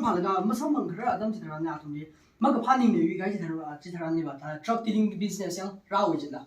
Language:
Tangkhul Naga (India)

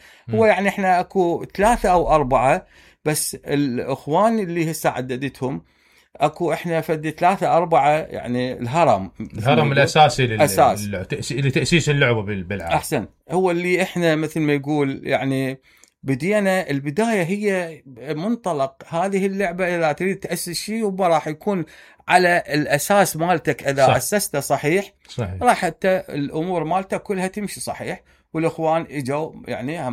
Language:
Mesopotamian Arabic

